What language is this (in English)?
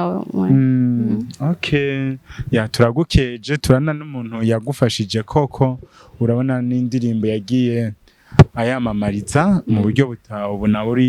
Rundi